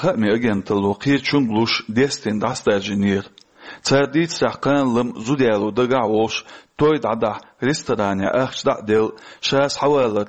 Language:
Chechen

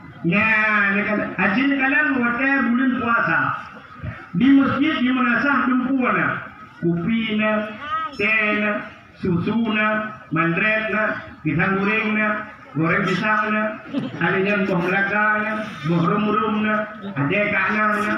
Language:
Achinese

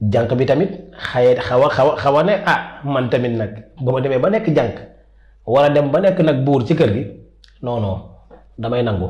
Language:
Wolof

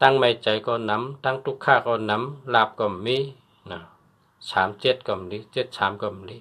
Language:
Shan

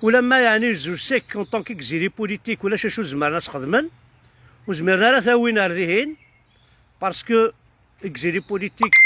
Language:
Kabyle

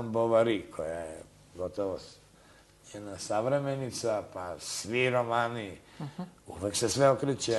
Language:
Serbian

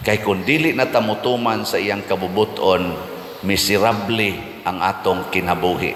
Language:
Cebuano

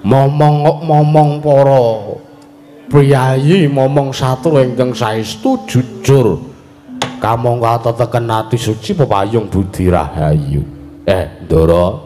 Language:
Javanese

